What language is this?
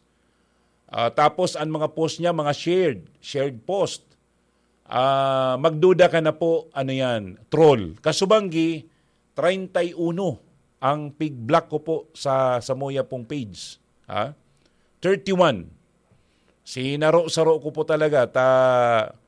Bikol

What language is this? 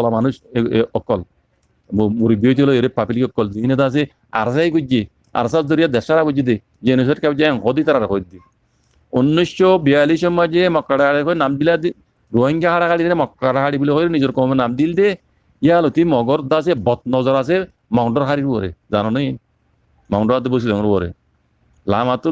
Rohingya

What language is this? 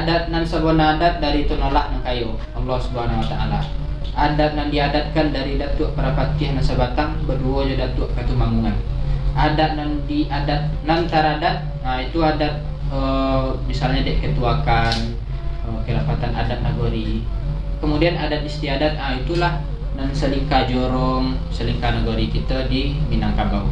Minangkabau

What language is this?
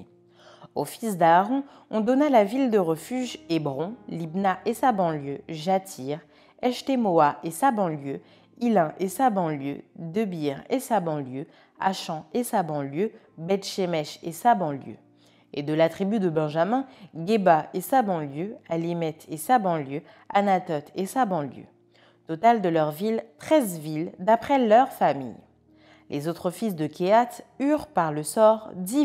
French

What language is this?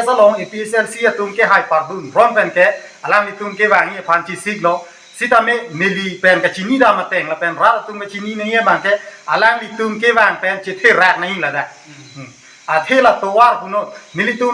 Karbi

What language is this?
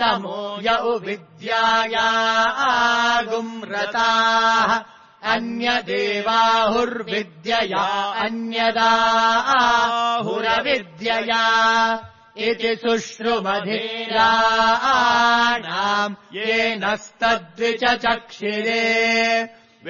Sanskrit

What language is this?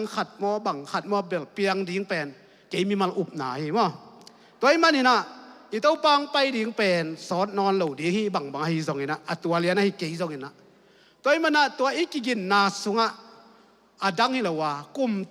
Tedim Chin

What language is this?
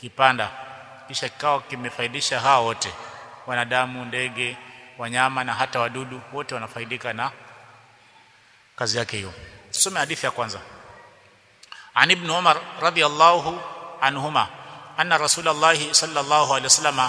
Swahili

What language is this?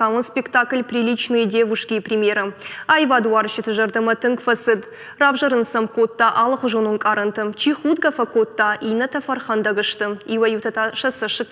Ossetic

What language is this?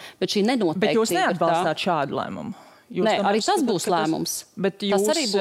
Latvian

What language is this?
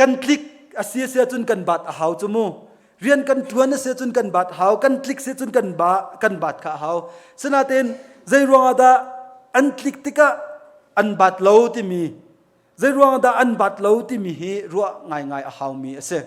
Hakha Chin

